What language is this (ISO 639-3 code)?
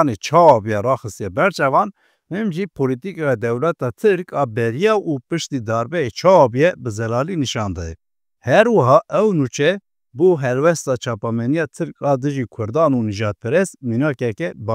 kur